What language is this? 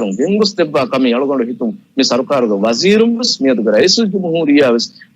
Divehi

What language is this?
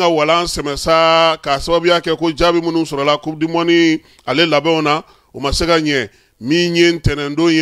Bambara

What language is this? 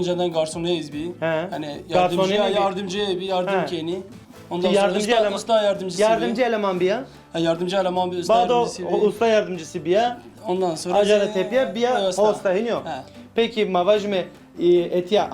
Zaza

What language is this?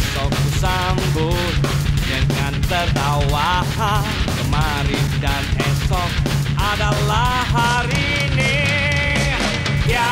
Indonesian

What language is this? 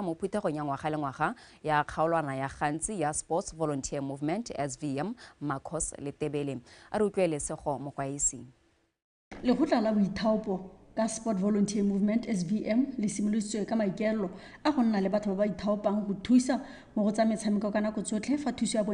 Tswana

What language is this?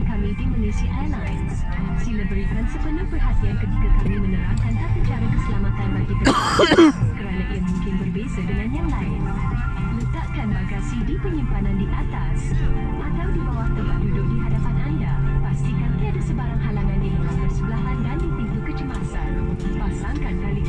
Malay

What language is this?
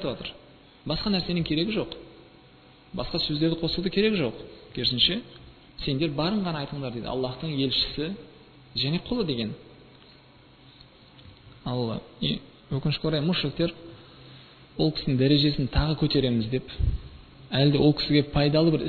Kazakh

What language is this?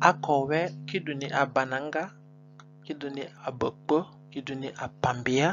Zande (individual language)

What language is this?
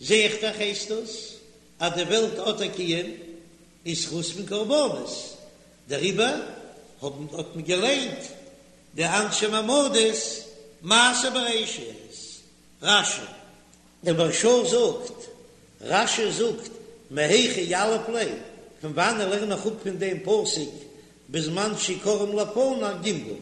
Yiddish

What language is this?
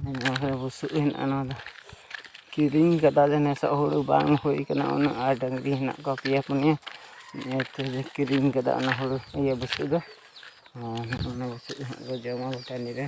Santali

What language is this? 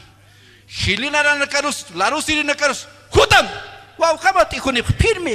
Aymara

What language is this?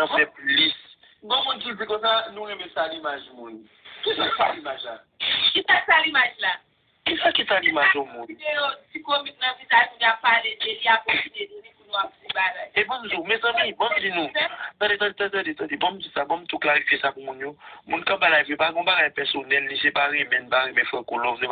Haitian Creole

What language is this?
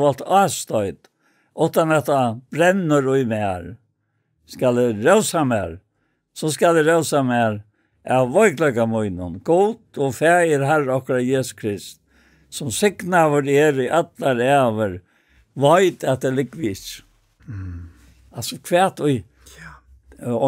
Faroese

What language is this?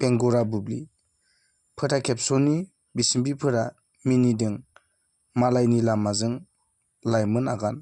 Bodo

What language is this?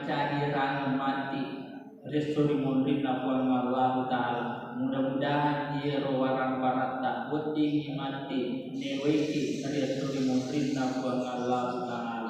Buginese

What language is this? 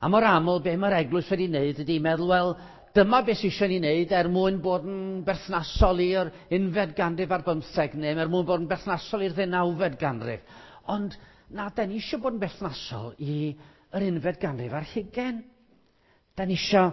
Welsh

